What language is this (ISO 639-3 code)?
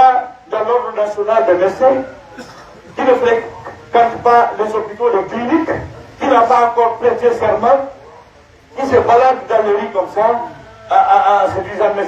fuf